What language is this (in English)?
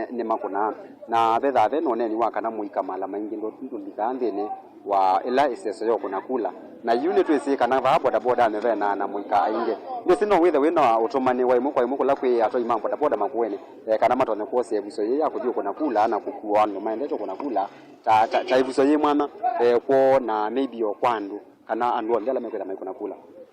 Kamba